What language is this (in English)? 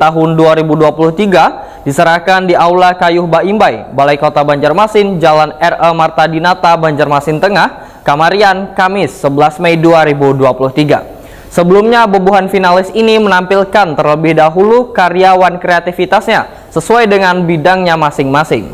Banjar